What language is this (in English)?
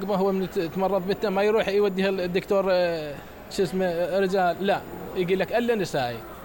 Mesopotamian Arabic